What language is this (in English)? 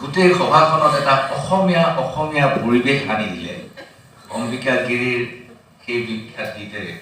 Assamese